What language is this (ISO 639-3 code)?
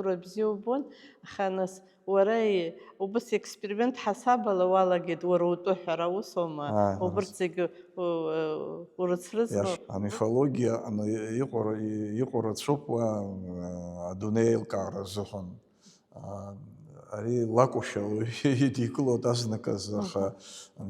abk